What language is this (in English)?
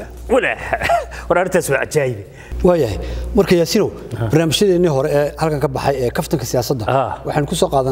Somali